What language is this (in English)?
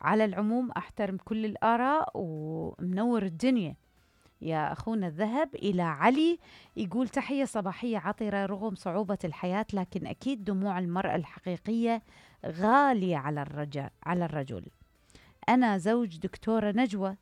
Mesopotamian Arabic